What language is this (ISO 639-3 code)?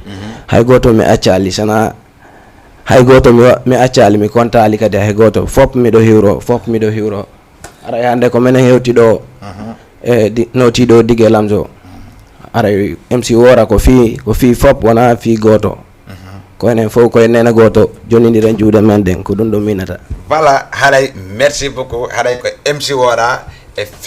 ful